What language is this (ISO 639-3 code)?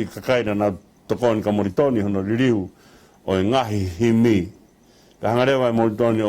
ton